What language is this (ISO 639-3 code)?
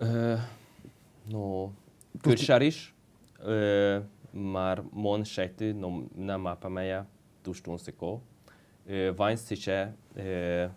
udm